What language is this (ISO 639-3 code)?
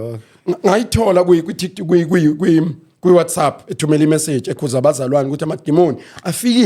zul